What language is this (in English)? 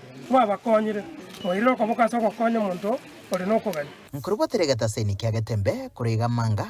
Gusii